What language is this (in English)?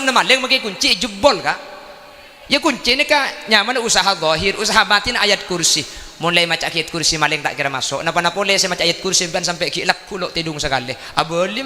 Madurese